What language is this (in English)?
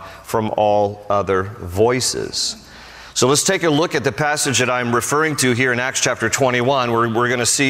English